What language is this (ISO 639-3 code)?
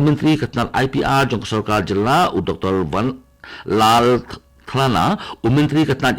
kha